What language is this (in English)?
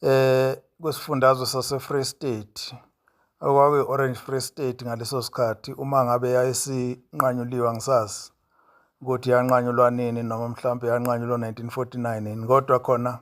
Zulu